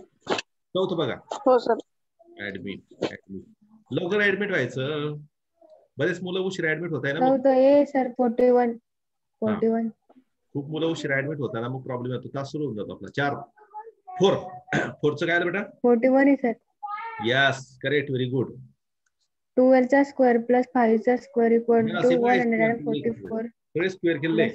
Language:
Marathi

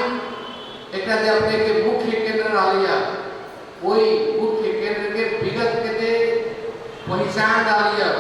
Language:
Maithili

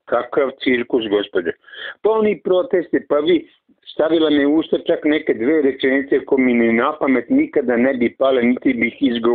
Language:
Serbian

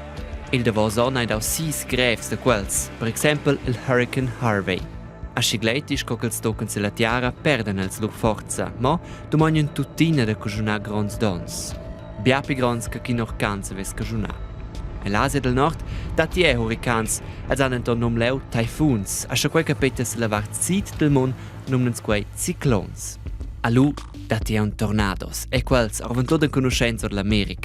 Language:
Romansh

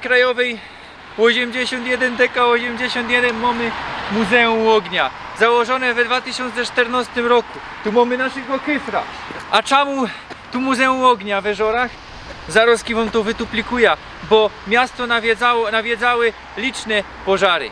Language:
Silesian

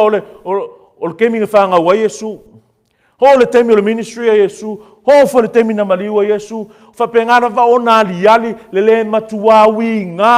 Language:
Samoan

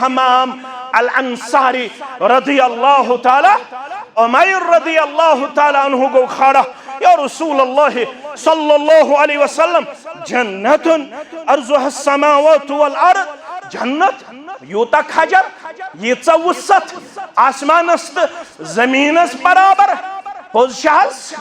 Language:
Kashmiri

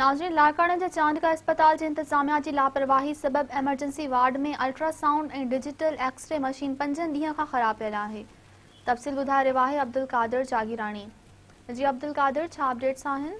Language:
Sindhi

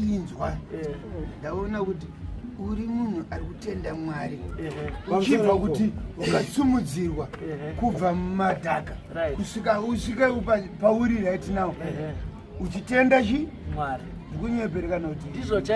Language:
Shona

